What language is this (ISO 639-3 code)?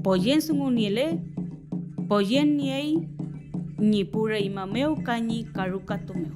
arn